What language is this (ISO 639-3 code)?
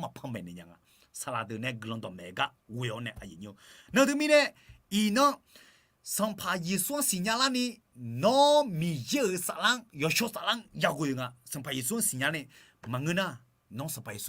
ahk